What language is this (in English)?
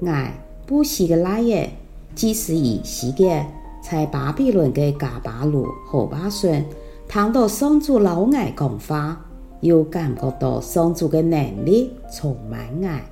Hakka Chinese